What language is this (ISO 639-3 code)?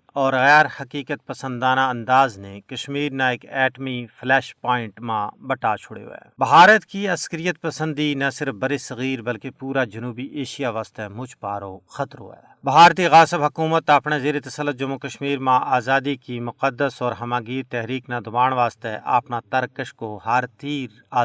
gju